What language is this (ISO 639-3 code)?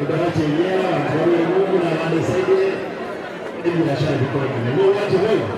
guz